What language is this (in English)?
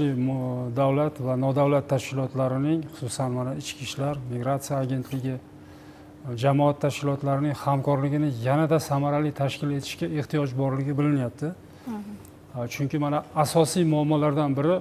Uzbek